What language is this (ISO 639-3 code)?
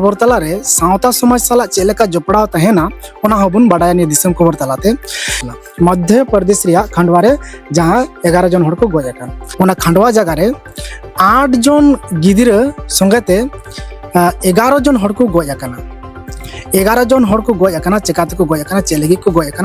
sat